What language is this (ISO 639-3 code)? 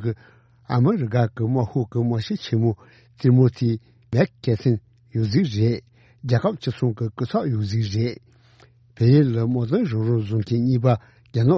bod